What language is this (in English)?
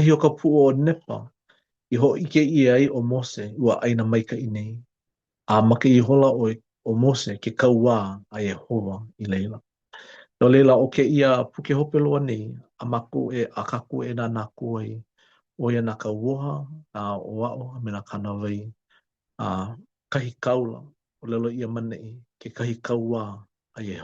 Hawaiian